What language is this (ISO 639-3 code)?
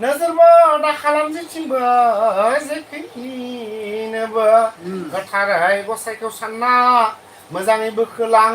brx